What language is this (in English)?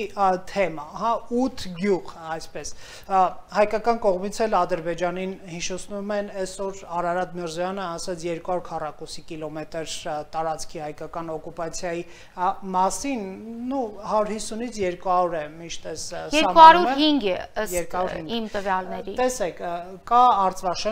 Armenian